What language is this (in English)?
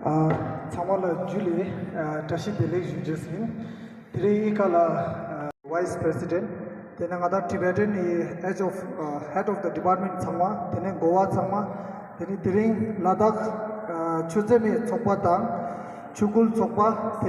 Ladakhi